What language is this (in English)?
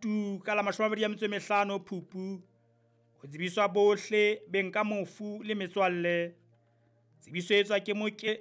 Southern Sotho